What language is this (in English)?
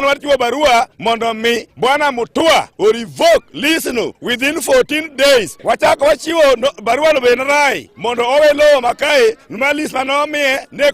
Luo (Kenya and Tanzania)